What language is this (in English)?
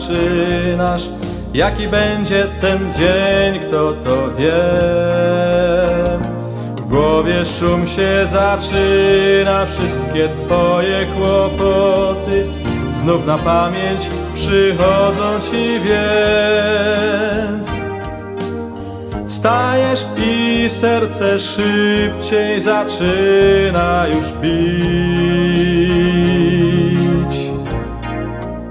Polish